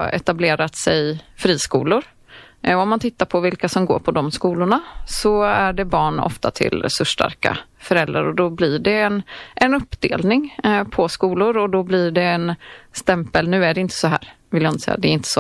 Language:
Swedish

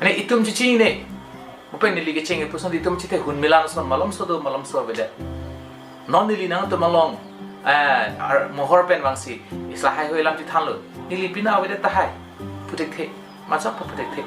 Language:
Karbi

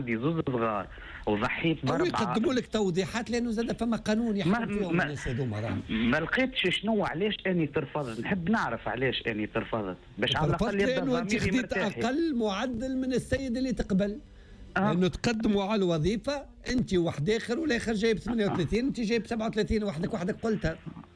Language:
Tunisian Arabic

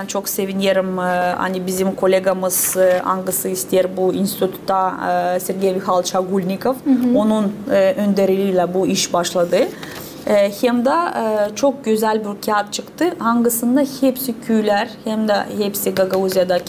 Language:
Gagauz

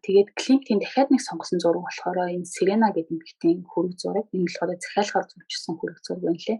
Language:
Mongolian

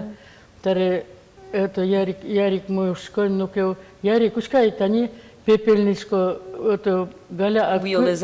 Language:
Udmurt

